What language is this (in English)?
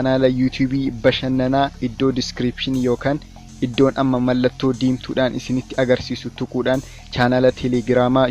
Oromo